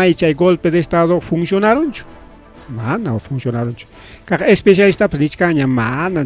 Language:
Ayacucho Quechua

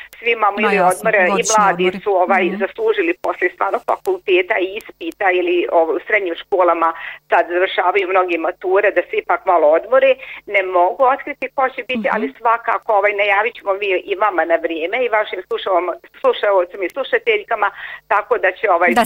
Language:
Bosnian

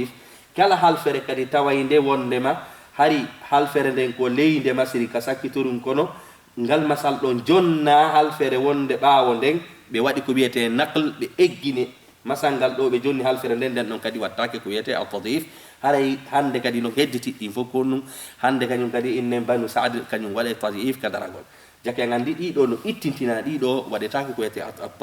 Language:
Fula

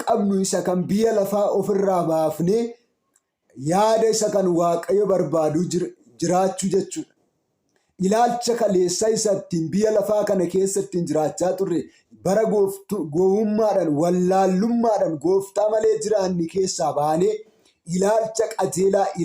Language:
Oromo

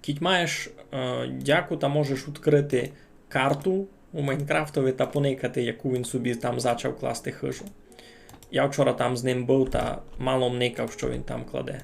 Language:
Rusyn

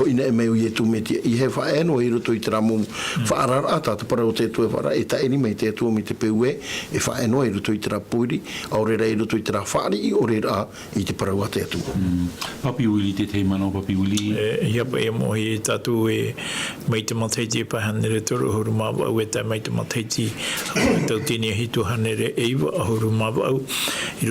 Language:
Tahitian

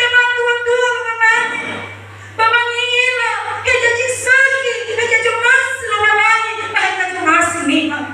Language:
Nias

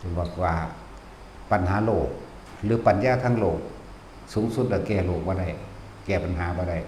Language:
Northeastern Thai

